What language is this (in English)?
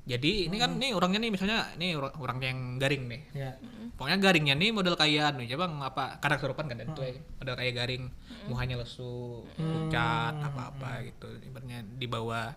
Banjar